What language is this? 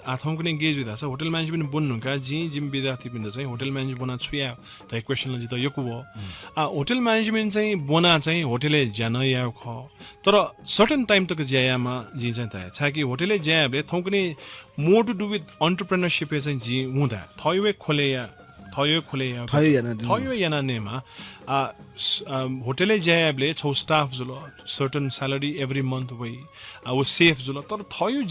Newari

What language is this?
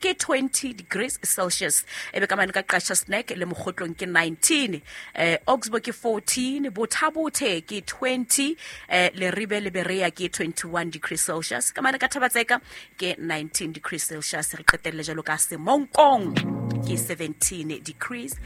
Southern Sotho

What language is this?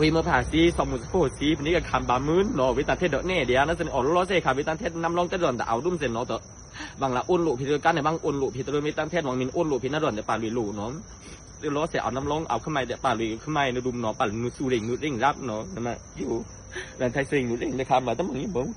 Pa'o Karen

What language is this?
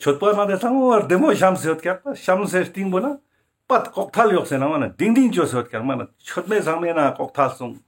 Ladakhi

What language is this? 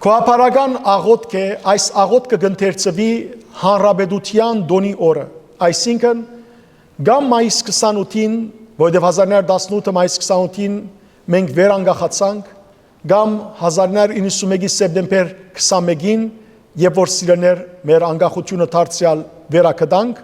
Western Armenian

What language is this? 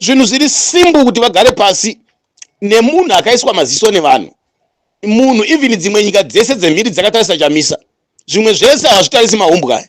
Shona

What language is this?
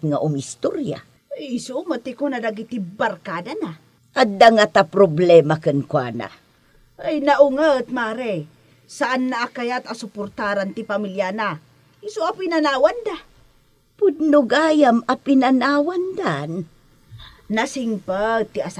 Iloko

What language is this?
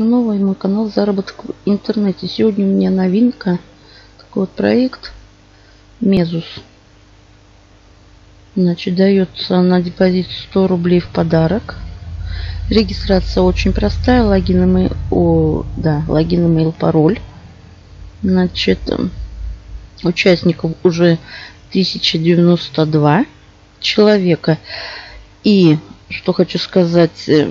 Russian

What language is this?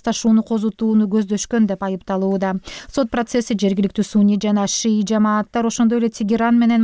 Kyrgyz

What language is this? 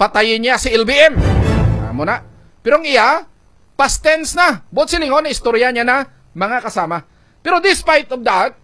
Hiligaynon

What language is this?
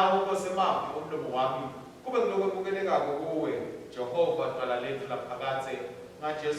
Swati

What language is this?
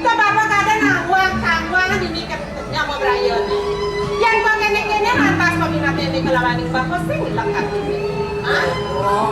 Balinese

